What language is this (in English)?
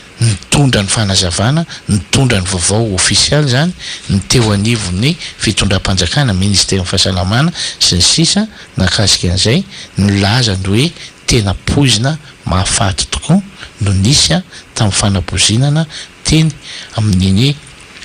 Malagasy